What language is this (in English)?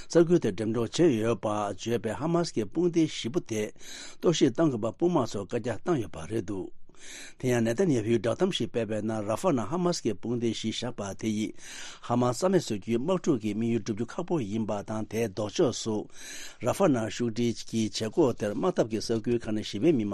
Tibetan